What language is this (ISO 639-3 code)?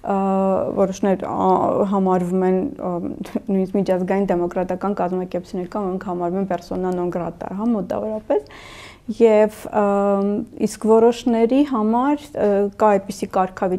hye